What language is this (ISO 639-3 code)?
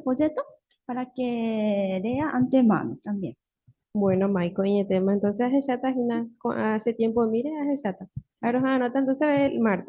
grn